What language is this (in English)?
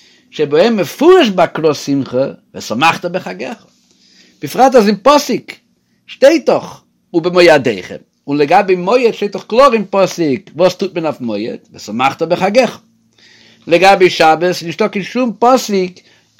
Yiddish